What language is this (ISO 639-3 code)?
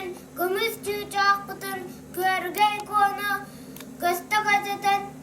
sah